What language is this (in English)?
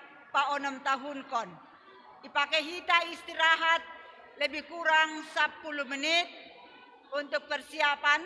Batak Simalungun